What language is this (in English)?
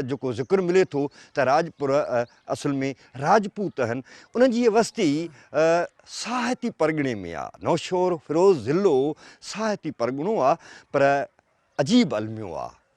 Sindhi